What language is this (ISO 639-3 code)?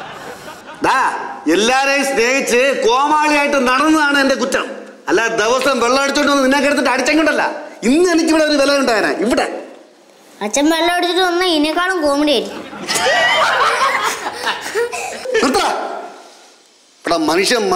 mal